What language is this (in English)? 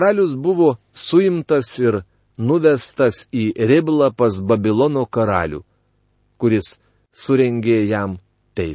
Lithuanian